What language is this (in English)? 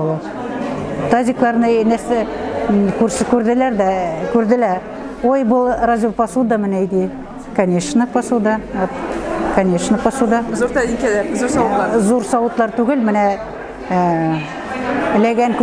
Tatar